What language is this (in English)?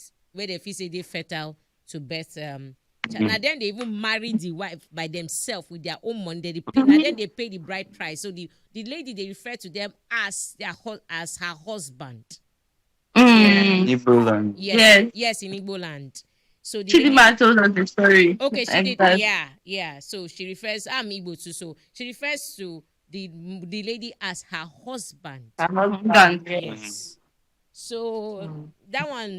Nigerian Pidgin